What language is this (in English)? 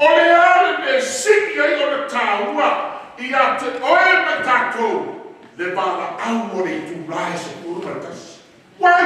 Samoan